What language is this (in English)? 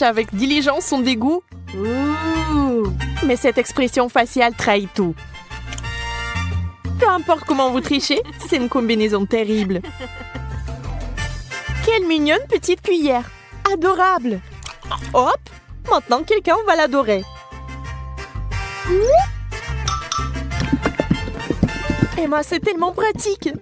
French